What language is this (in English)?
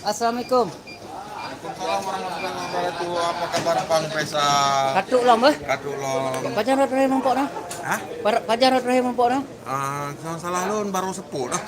Achinese